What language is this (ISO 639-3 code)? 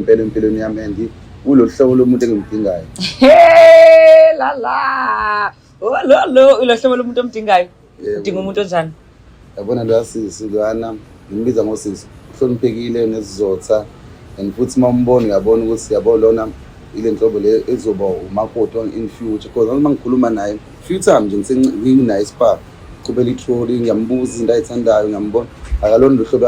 zul